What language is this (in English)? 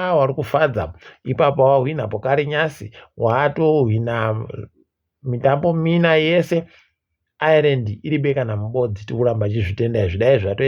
Ndau